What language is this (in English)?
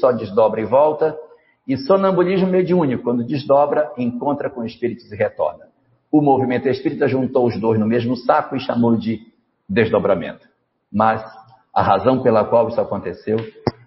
Portuguese